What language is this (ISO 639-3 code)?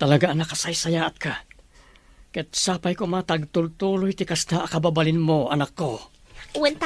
ilo